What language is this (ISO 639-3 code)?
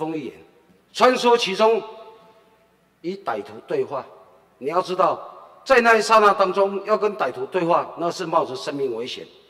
zho